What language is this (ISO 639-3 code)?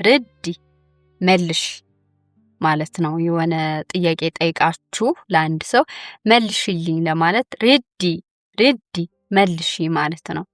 amh